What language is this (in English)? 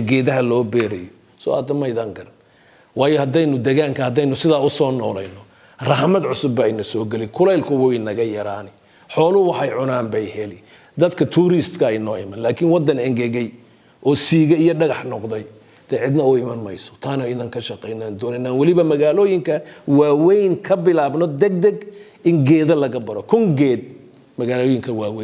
Somali